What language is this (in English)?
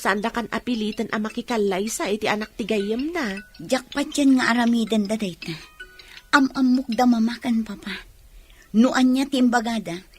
Iloko